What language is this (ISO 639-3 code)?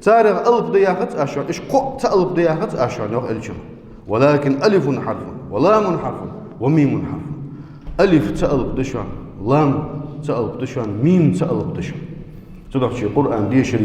inh